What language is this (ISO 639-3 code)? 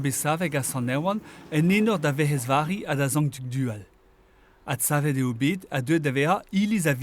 bre